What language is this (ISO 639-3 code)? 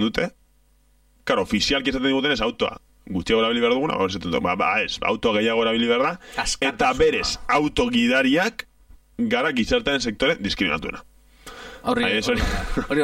eus